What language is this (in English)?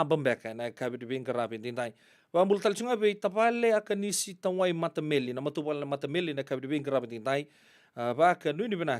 Fijian